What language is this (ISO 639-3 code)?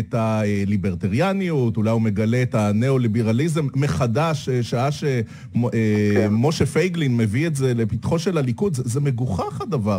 heb